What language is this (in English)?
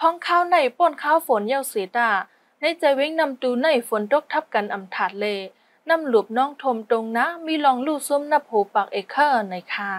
Shan